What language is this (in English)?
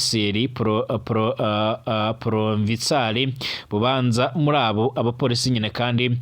Rundi